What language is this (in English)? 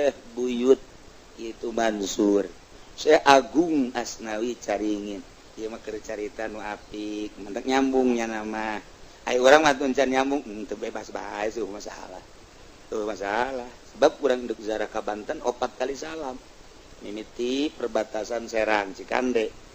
Sundanese